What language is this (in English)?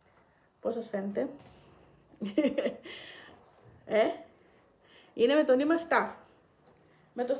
Greek